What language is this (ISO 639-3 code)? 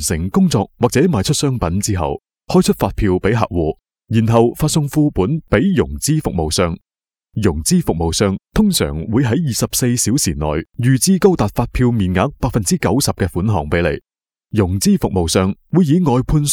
yue